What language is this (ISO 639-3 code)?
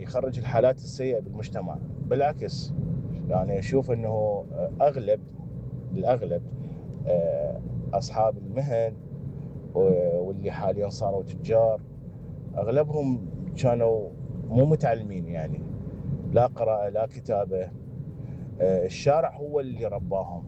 acm